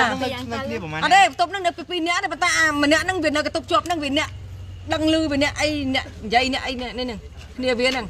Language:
Khmer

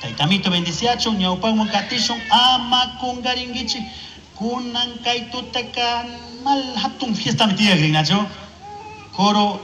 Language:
Chimborazo Highland Quichua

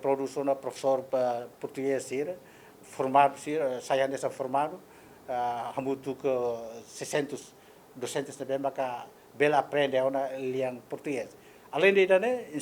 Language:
Tetum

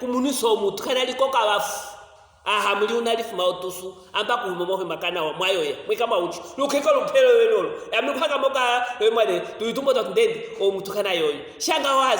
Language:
Luvale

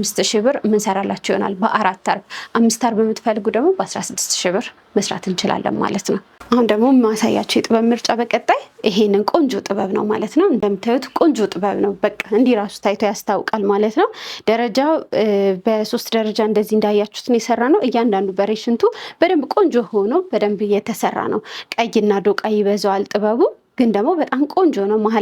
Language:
Amharic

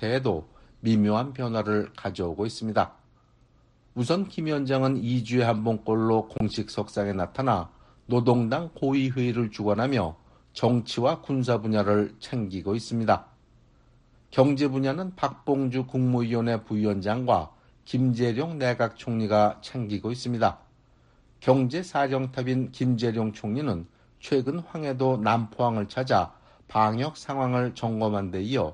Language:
Korean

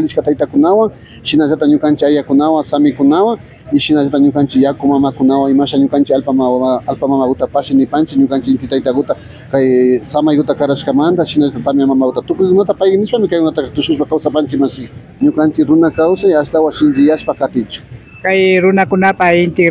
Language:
Imbabura Highland Quichua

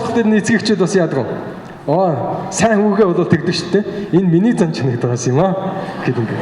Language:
Mongolian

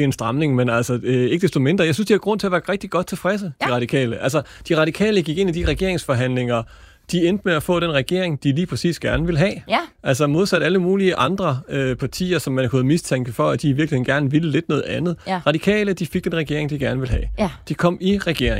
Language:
Danish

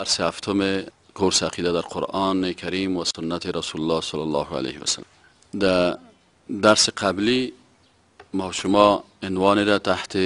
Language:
Persian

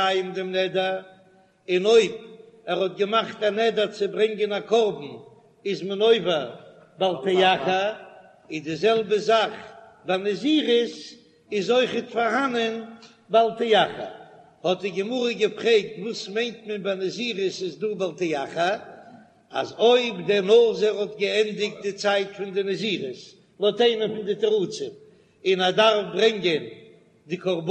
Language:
Yiddish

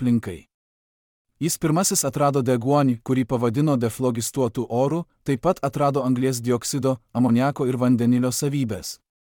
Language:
Lithuanian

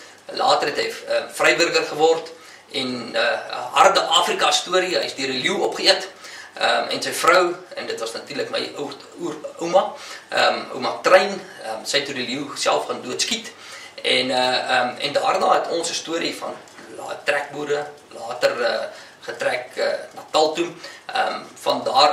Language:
Afrikaans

